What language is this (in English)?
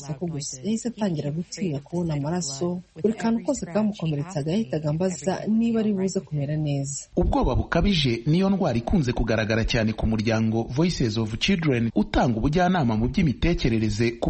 Kinyarwanda